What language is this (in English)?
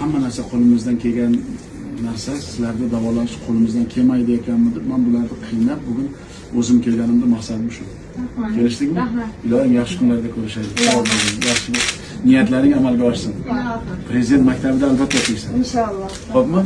Uzbek